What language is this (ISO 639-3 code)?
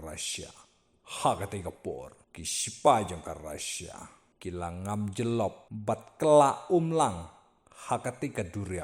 kha